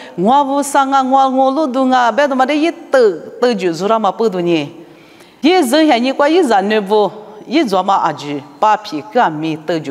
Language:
Lisu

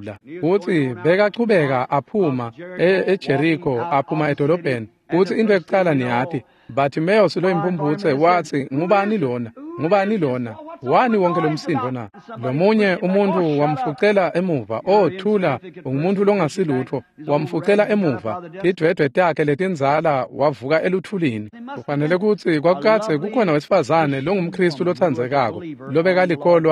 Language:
Swati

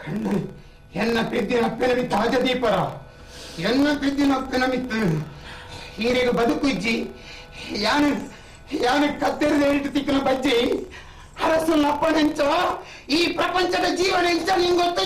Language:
Tulu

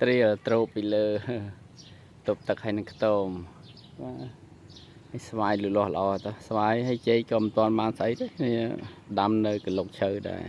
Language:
Khmer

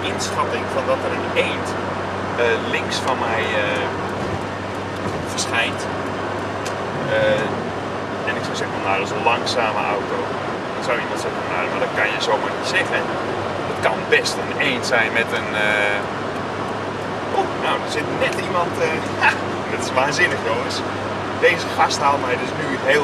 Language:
Dutch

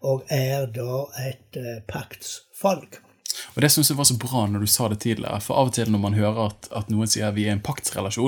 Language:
Norwegian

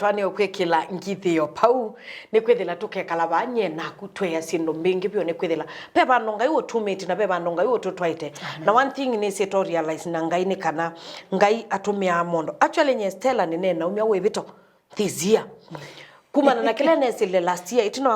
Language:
Kamba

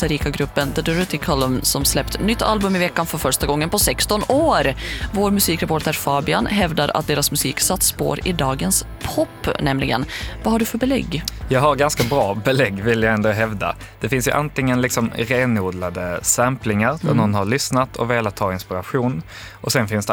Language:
Swedish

